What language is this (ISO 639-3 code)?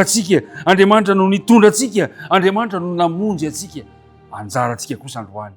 mlg